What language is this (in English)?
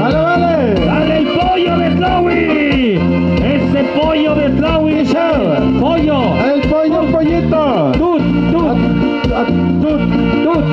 Tlahuitoltepec Mixe